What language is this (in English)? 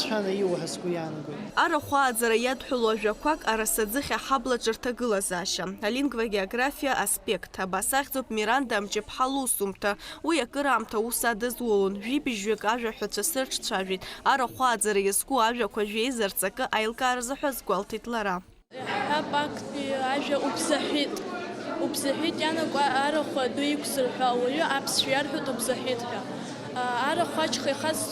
Abkhazian